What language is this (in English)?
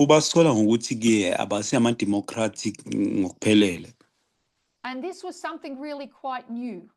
Zulu